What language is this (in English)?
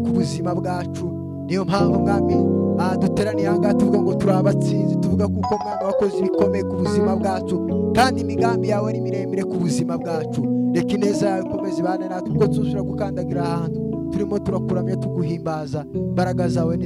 Kinyarwanda